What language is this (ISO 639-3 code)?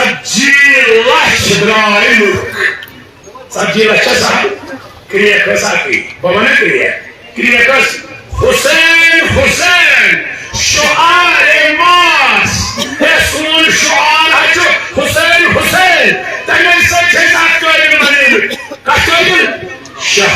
kas